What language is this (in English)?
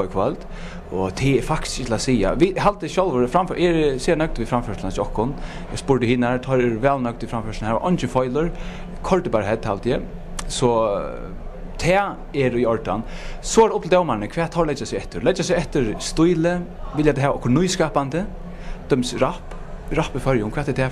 Faroese